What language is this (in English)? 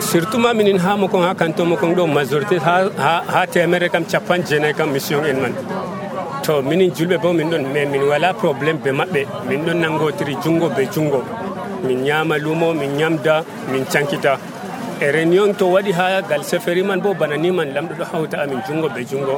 Nigerian Fulfulde